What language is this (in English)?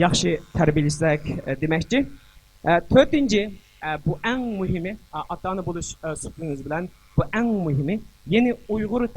Uyghur